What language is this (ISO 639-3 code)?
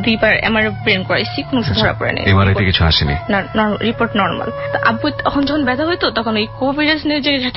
ben